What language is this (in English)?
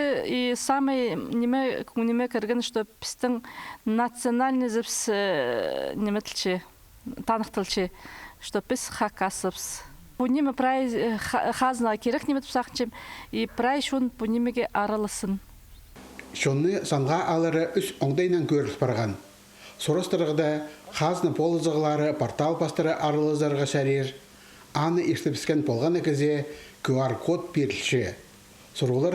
Khakas